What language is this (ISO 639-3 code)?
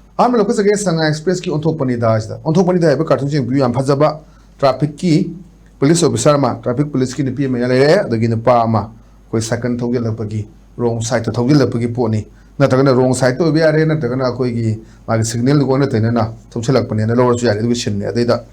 mni